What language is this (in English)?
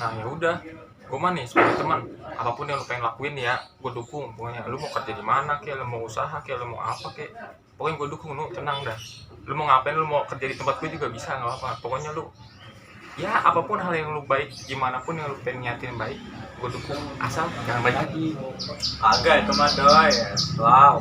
Betawi